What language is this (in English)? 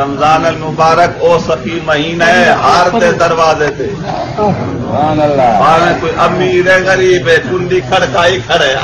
Saraiki